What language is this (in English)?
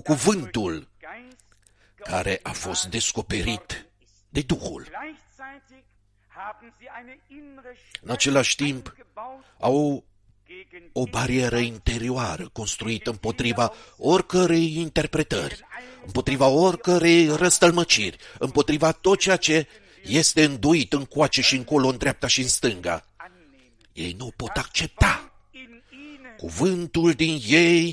Romanian